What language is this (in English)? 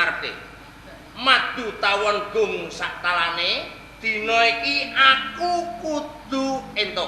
Javanese